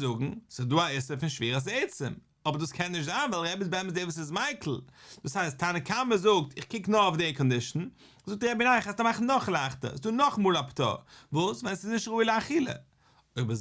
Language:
Yiddish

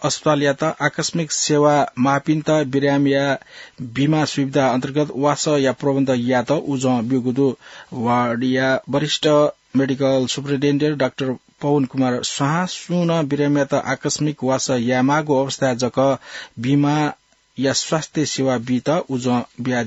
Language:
Newari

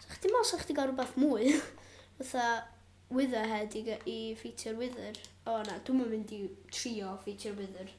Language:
Welsh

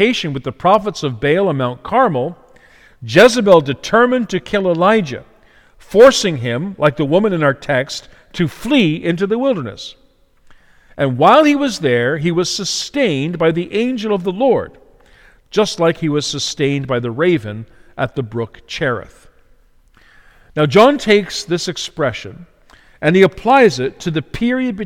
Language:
English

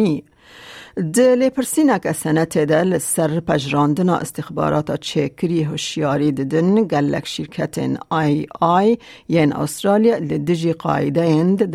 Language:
Kurdish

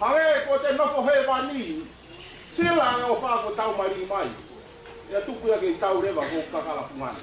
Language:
Tongan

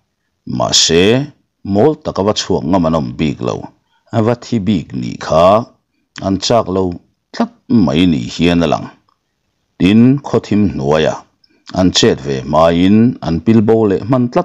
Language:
Mizo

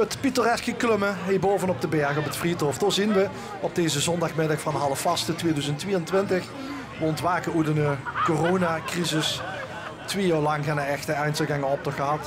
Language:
Limburgish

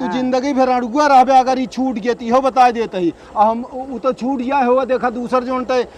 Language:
Awadhi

